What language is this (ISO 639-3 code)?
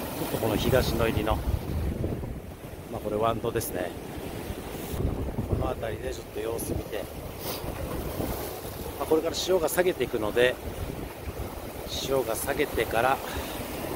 jpn